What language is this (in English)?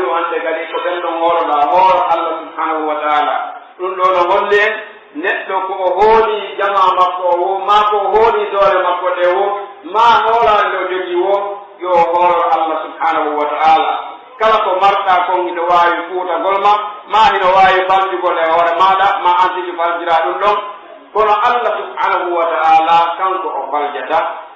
Pular